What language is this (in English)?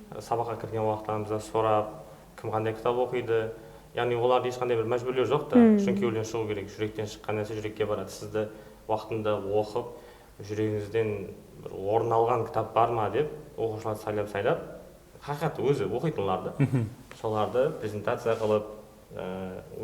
Kara-Kalpak